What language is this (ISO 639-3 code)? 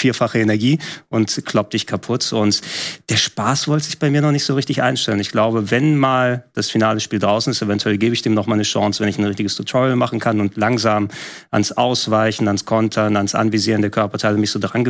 deu